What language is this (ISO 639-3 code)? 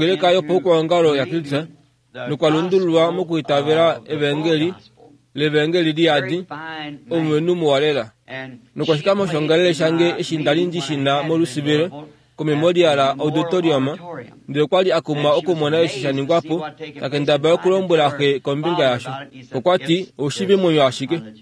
kua